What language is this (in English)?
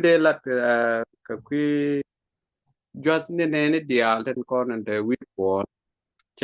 Nuer